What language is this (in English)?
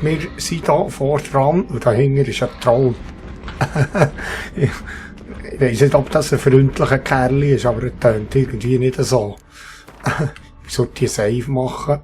Swiss German